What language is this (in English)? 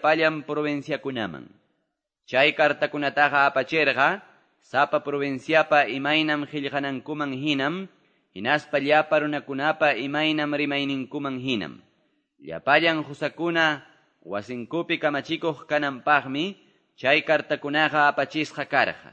Quechua